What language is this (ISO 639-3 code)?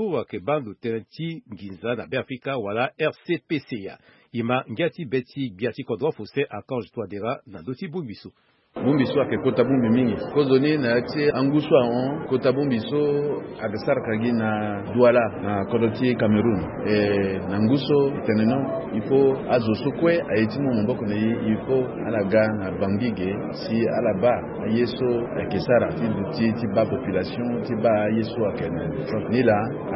sag